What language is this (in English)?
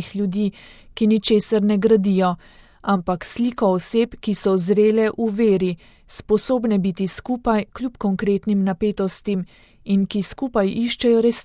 Slovenian